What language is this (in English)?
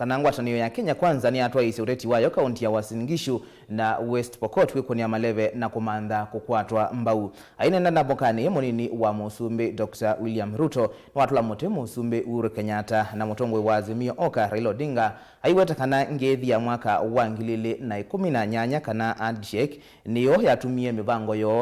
Kamba